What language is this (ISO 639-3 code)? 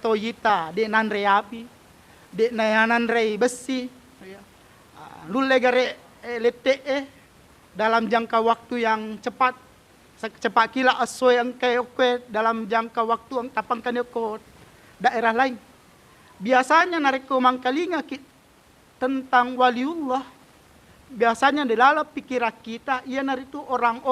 bug